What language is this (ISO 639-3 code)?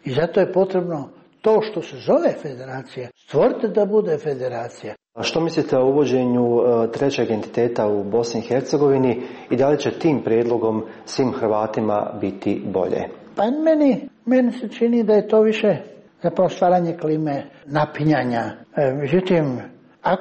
hrv